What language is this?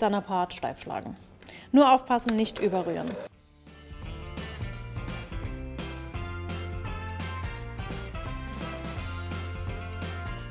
German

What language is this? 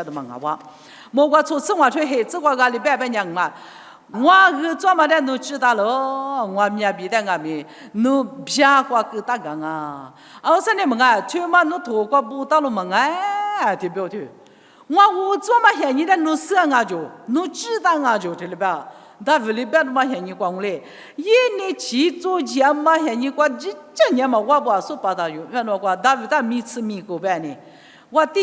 Lisu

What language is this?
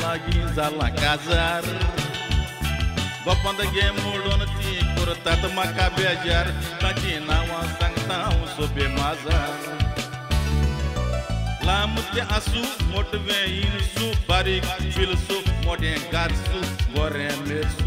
Konkani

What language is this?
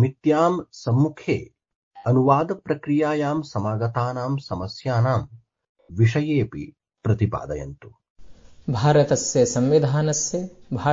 Sanskrit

